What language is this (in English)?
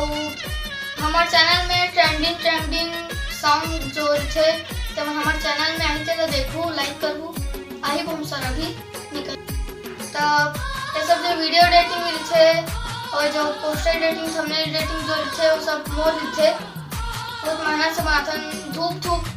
Chhattisgarhi